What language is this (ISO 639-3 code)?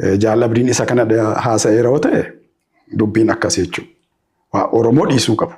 orm